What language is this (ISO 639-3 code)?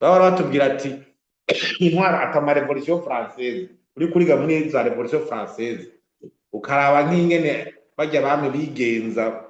run